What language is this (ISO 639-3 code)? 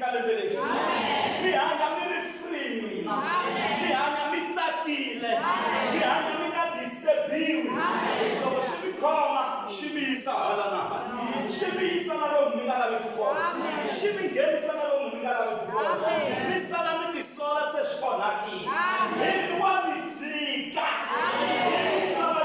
tso